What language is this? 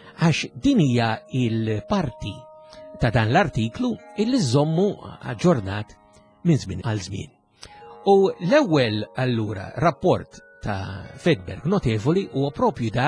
Maltese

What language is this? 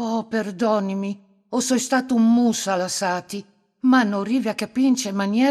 Friulian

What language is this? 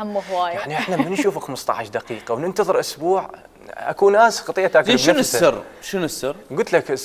Mesopotamian Arabic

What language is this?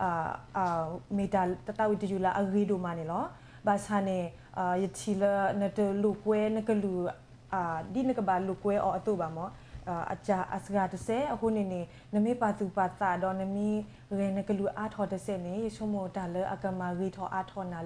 S'gaw Karen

